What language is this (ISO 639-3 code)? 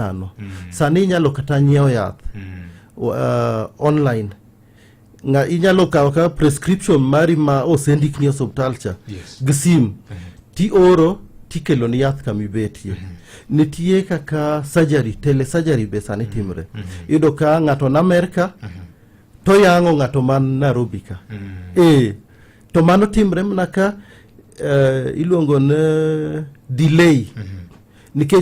luo